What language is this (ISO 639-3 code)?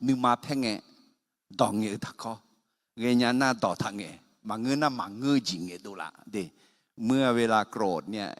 ahk